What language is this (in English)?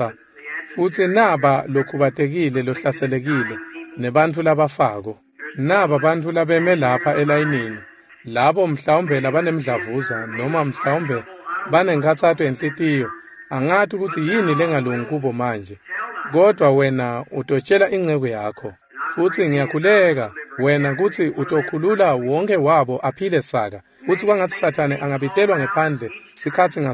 Swati